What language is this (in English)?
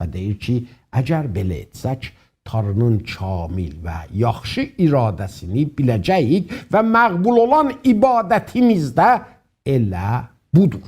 South Azerbaijani